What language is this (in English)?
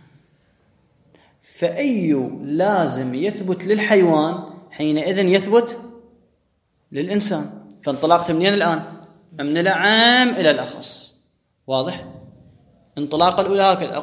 Arabic